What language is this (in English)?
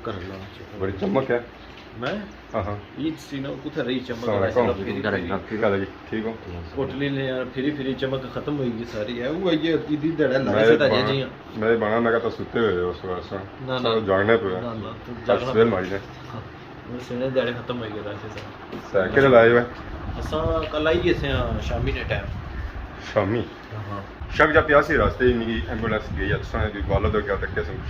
Pahari-Potwari